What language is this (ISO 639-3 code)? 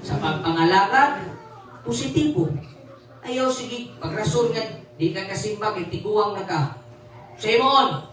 ceb